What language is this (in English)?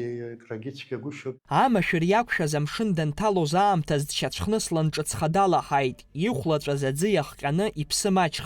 Abkhazian